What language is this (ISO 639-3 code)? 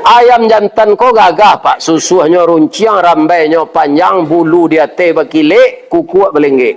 min